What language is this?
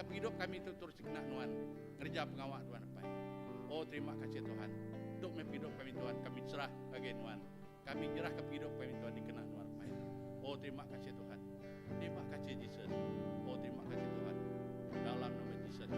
Iban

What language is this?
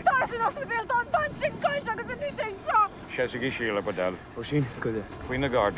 Irish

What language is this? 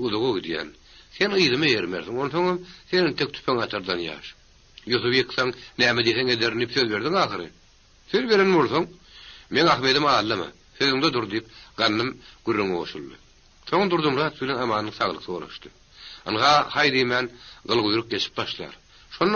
Turkmen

